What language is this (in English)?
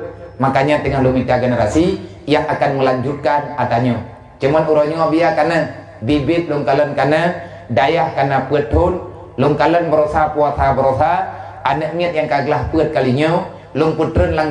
Achinese